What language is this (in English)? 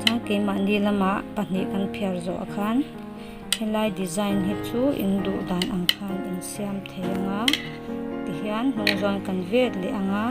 Mizo